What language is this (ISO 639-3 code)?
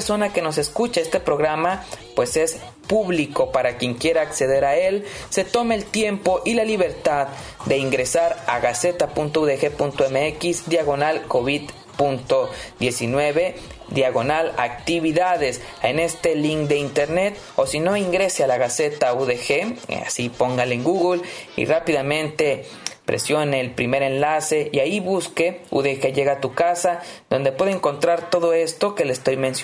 spa